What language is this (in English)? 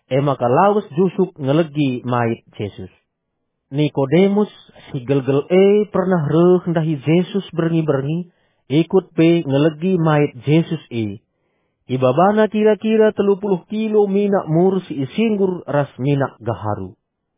Batak Karo